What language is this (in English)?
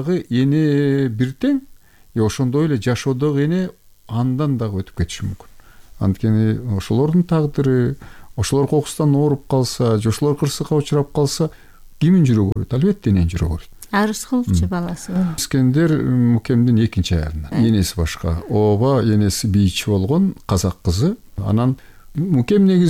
Kyrgyz